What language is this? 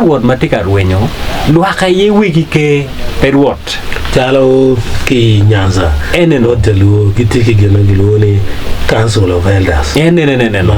Acoli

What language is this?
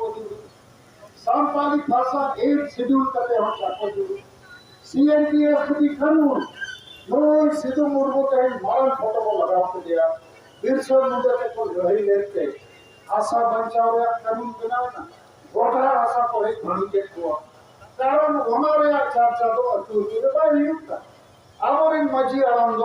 Santali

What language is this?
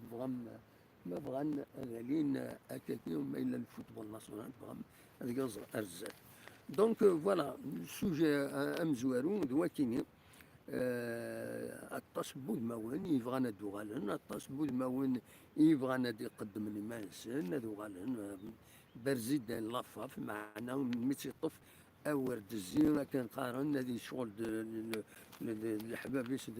Kabyle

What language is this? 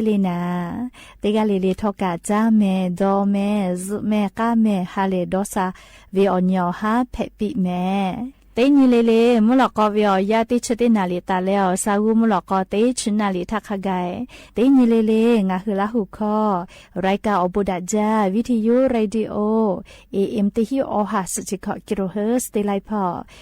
Lahu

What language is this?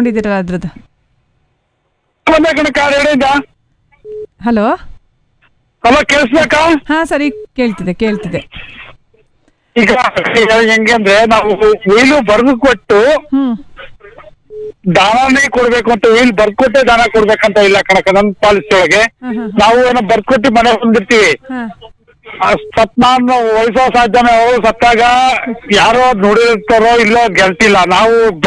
Kannada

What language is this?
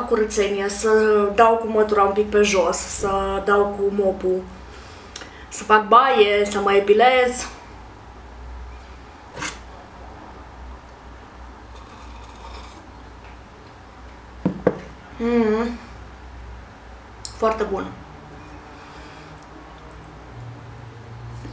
Romanian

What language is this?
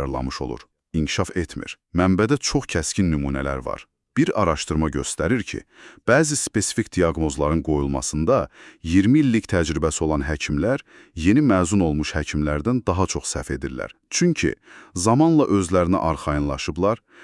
Azerbaijani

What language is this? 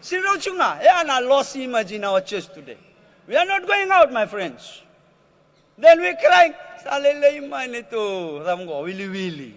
Fijian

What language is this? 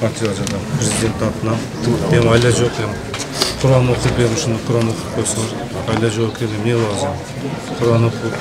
Kyrgyz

